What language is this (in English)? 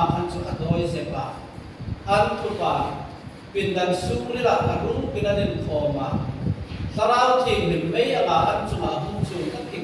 Hmar